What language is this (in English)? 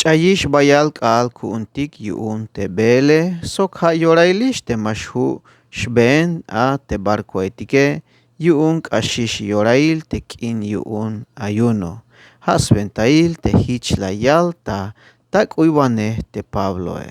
Tzeltal